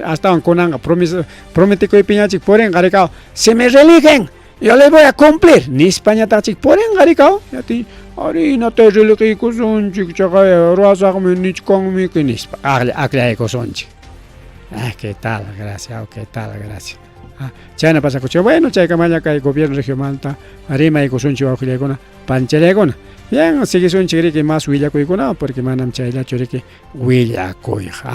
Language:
Ayacucho Quechua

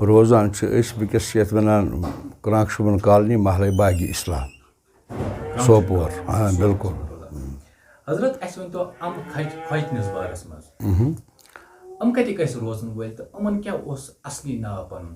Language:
Kashmiri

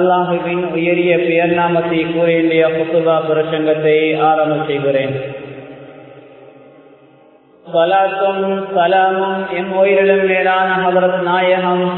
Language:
Tamil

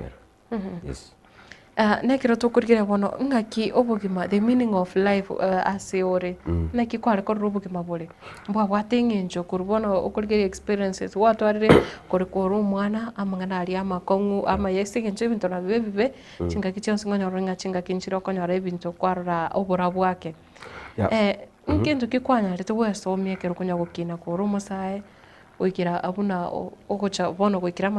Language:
Gusii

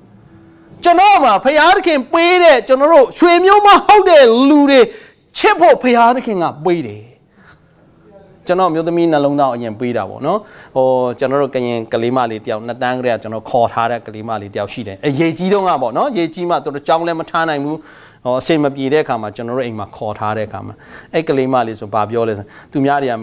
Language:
Burmese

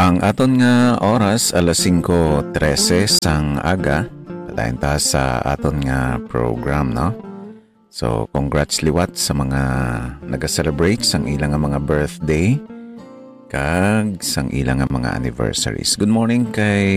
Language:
Hiligaynon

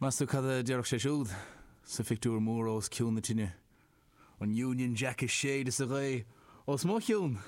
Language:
Irish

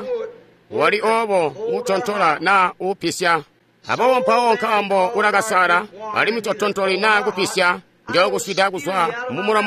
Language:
Tonga (Zambia)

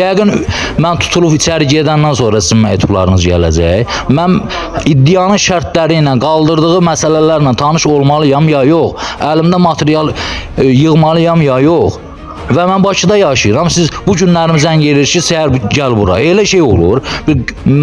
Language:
Azerbaijani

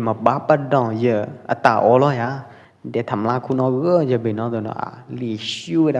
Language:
Pwo Eastern Karen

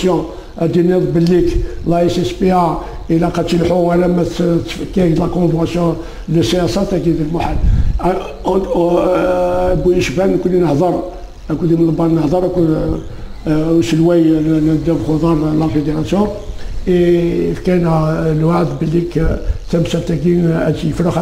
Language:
Kabyle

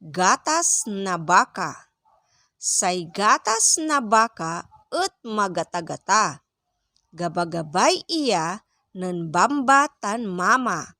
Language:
Pangasinan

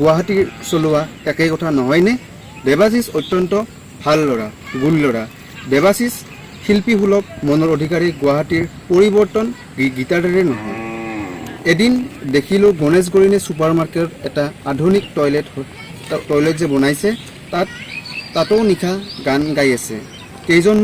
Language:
Assamese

